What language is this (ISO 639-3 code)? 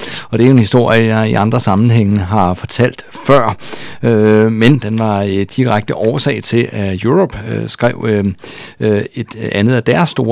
dan